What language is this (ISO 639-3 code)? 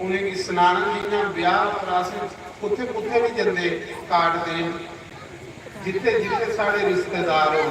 doi